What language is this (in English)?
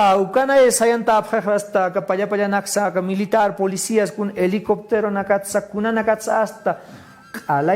Aymara